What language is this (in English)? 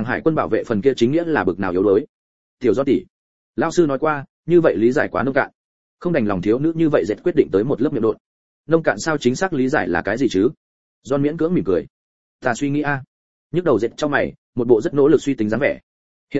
Vietnamese